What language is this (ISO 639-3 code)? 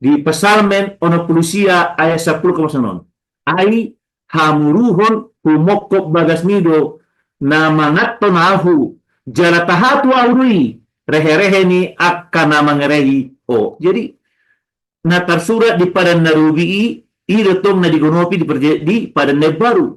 bbc